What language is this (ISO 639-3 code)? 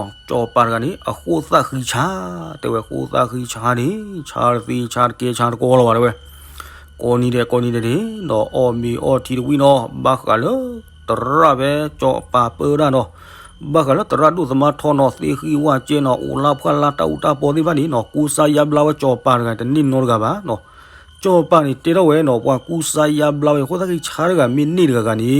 ksw